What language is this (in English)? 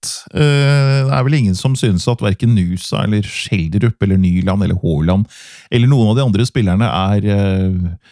Norwegian